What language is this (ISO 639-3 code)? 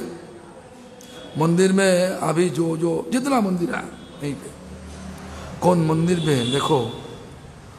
hin